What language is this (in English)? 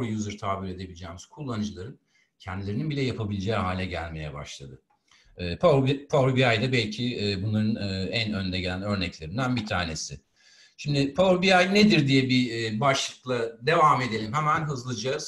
Turkish